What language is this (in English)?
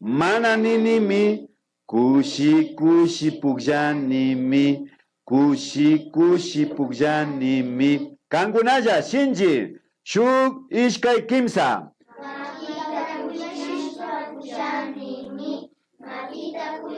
Imbabura Highland Quichua